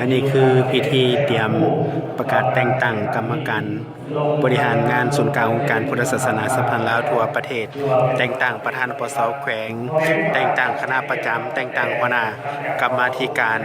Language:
Lao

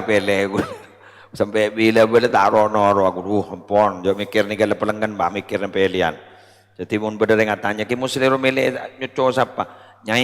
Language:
Madurese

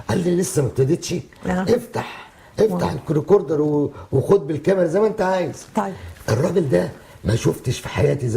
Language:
Egyptian Arabic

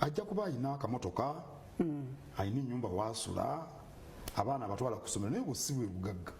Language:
Ganda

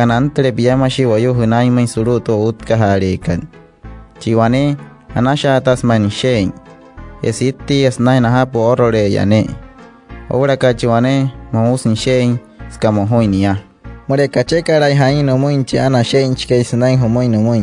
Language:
Wayuu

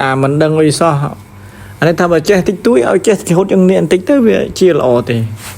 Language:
Khmer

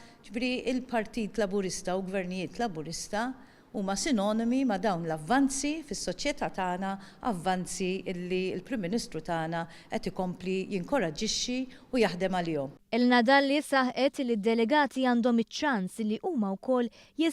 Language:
Maltese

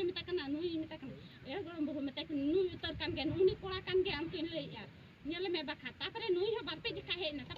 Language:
Santali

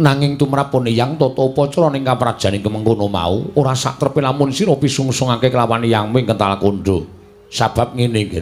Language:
Javanese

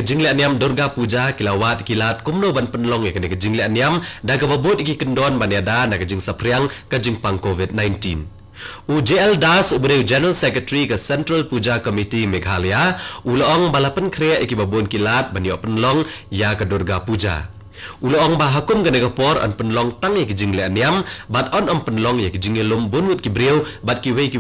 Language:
Khasi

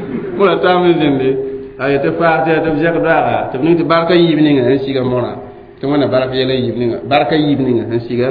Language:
Mossi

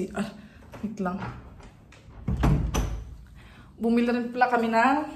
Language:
Filipino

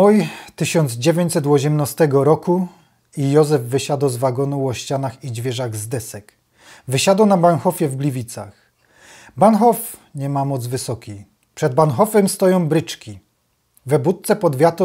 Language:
Silesian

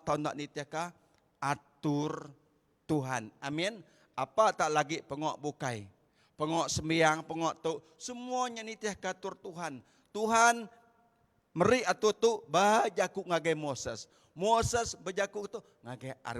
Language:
Iban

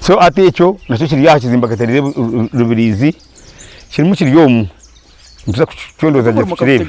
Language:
Nyankole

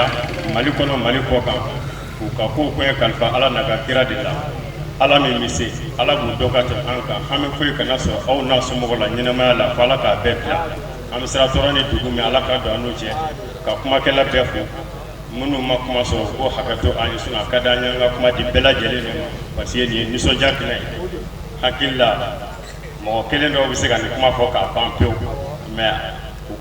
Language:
Bambara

